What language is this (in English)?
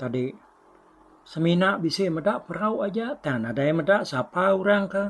Iban